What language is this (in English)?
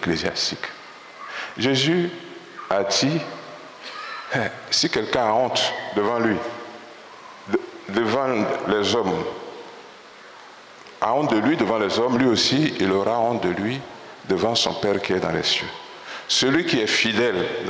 French